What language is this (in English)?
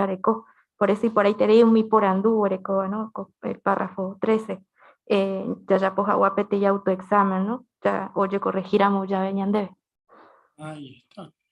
Guarani